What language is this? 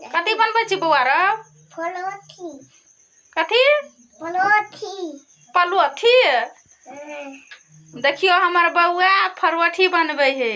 Maithili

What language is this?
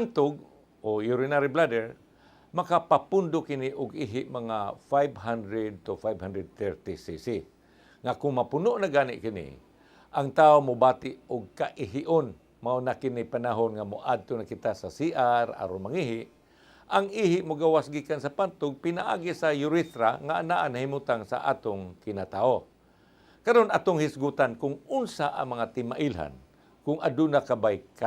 Cebuano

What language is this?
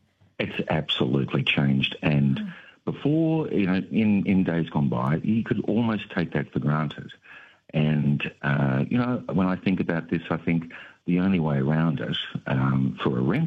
English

